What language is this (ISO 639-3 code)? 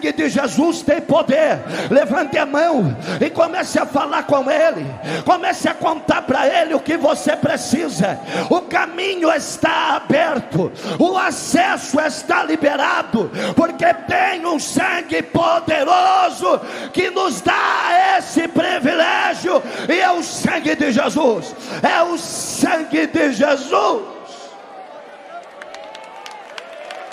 por